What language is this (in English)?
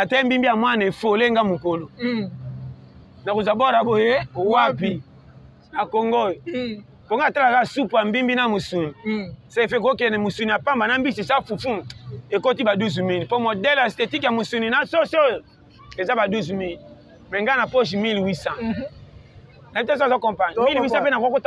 Lingala